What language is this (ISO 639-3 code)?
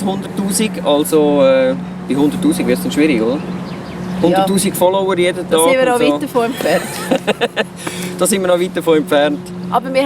gsw